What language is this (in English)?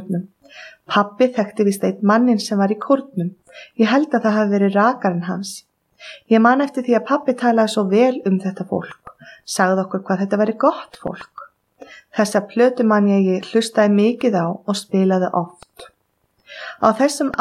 Icelandic